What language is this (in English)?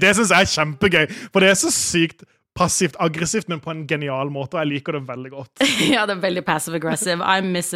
Norwegian